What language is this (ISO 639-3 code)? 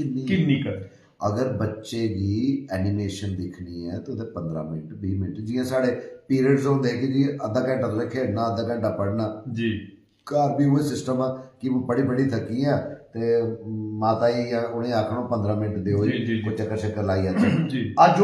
doi